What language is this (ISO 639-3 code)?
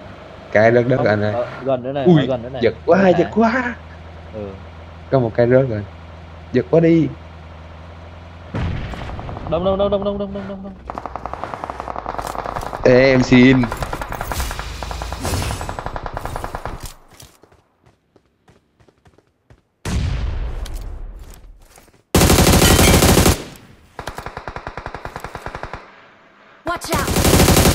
vie